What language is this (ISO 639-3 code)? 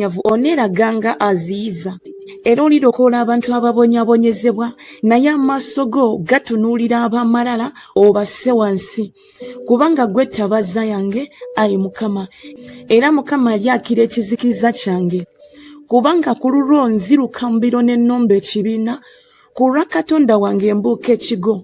lug